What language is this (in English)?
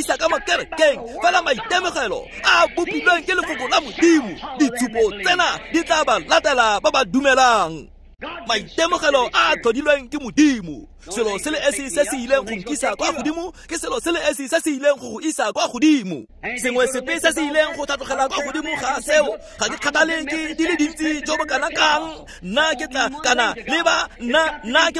Tswana